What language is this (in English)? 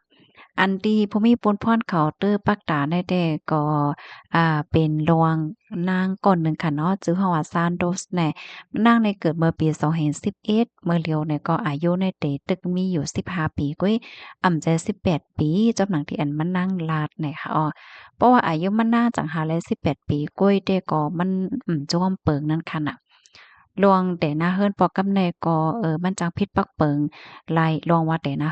Shan